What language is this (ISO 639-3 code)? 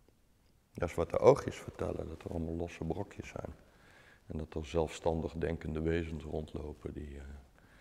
nld